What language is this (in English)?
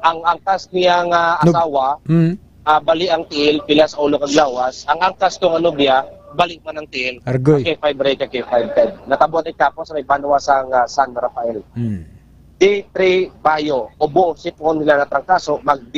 Hiligaynon